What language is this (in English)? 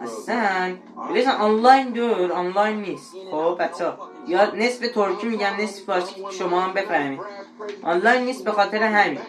South Azerbaijani